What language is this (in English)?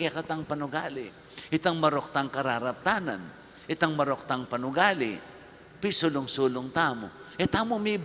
Pampanga